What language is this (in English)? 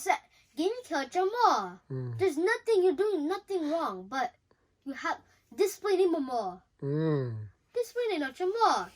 Mizo